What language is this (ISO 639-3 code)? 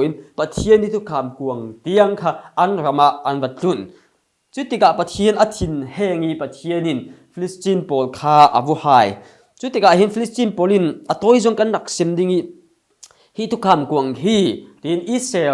cfm